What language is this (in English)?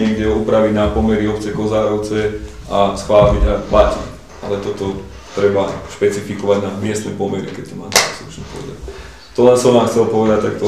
Slovak